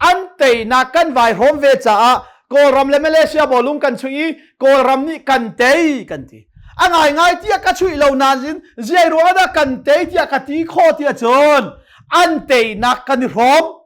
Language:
Hakha Chin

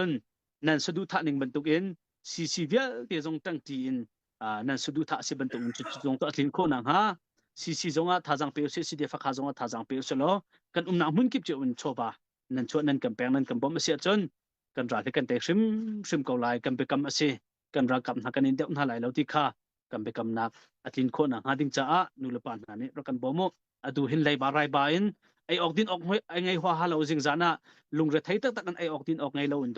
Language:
Hakha Chin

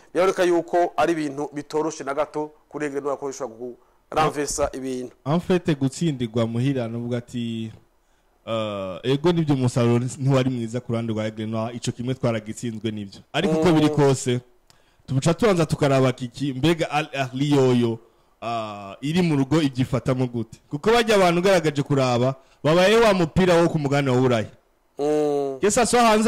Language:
Rundi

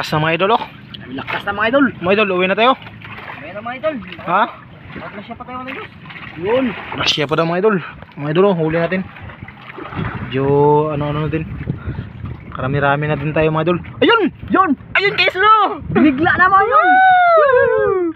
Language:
Filipino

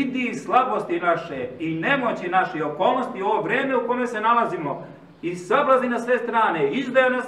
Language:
Serbian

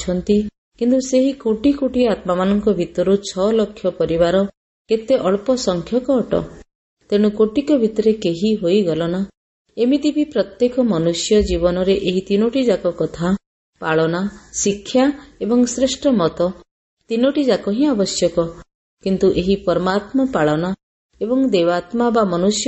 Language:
Odia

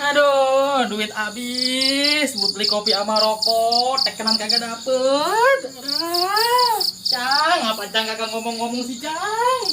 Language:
Betawi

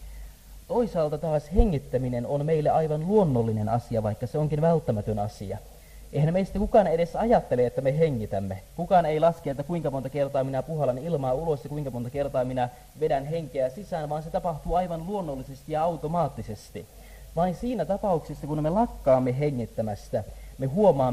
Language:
Finnish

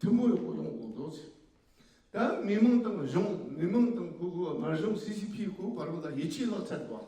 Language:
Tibetan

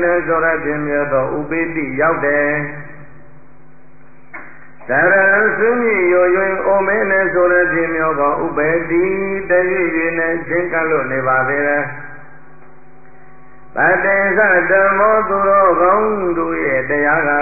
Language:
Burmese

